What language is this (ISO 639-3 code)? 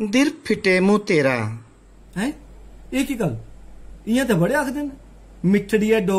doi